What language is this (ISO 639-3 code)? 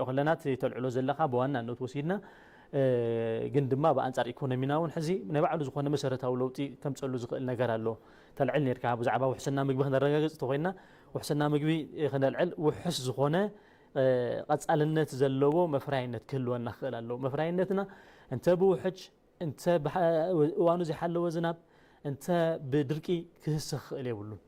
tir